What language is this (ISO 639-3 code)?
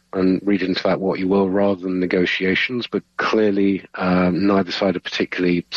eng